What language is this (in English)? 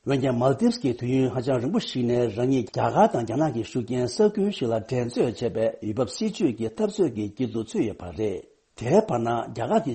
Tibetan